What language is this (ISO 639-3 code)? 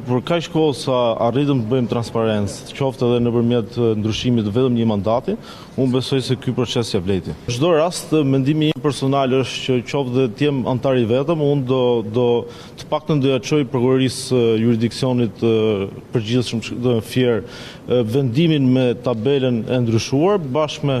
sqi